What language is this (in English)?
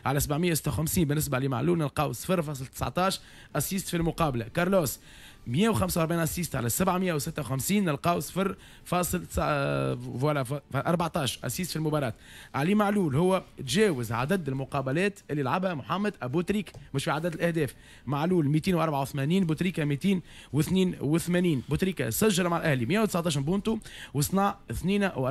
Tunisian Arabic